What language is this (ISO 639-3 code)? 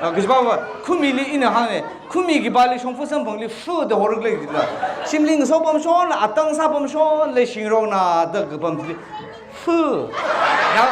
nmf